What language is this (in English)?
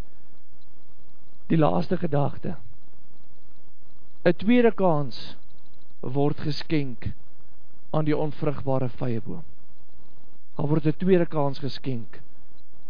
Afrikaans